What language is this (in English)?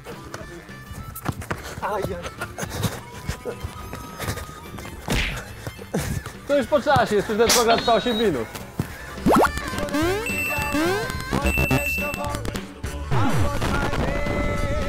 Polish